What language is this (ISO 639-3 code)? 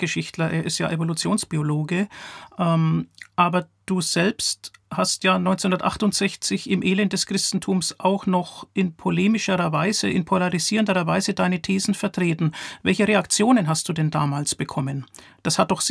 deu